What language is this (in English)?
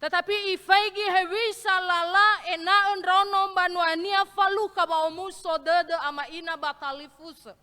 Nias